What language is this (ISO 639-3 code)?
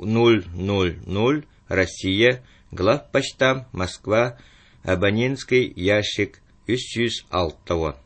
sah